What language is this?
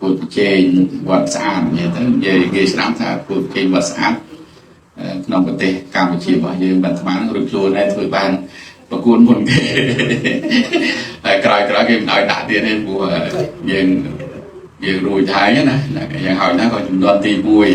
Khmer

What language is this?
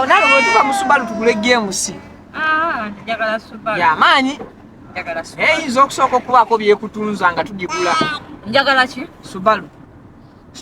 Ganda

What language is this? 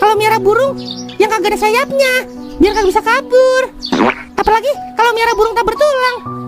Betawi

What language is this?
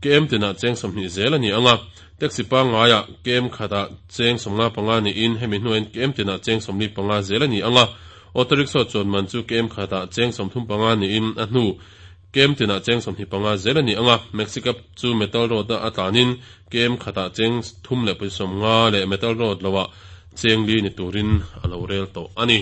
Mizo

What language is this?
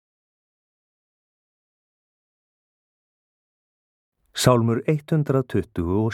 Icelandic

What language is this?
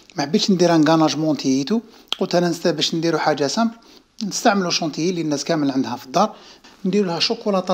Algerian Arabic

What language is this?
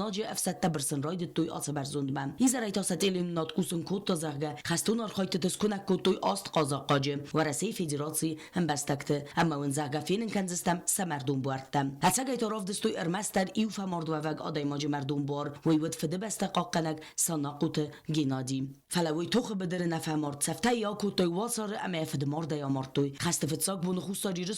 Ossetic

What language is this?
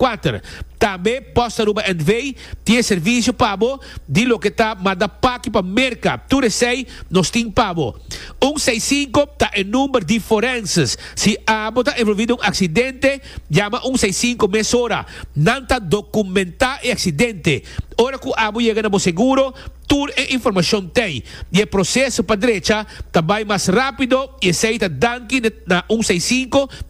Papiamento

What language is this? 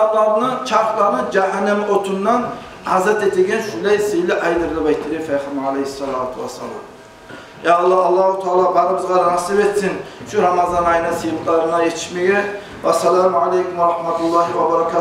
Kumyk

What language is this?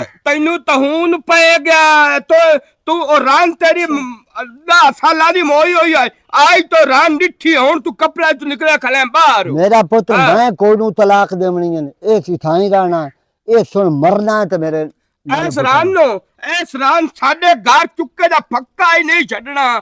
Western Panjabi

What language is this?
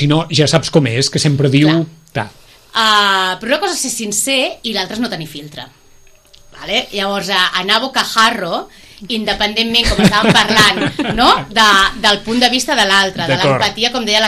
Catalan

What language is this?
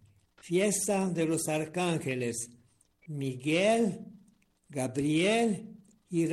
Chimborazo Highland Quichua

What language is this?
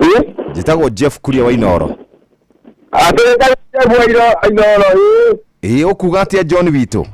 Kikuyu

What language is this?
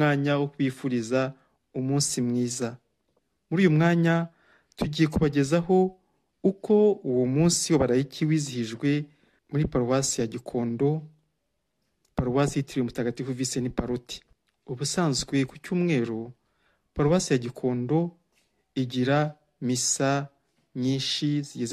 Kinyarwanda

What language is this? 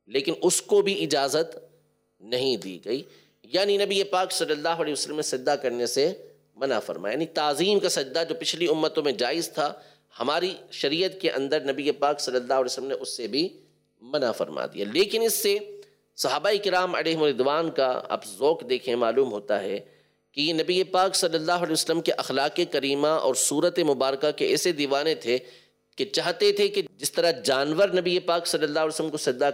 Urdu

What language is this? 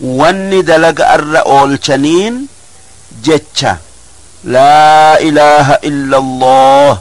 Oromo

